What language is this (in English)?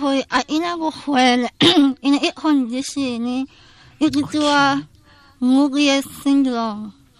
Tswana